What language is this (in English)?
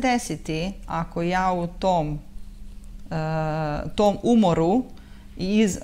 Serbian